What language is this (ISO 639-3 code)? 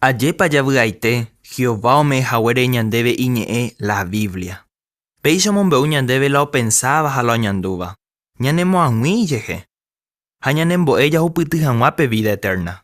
grn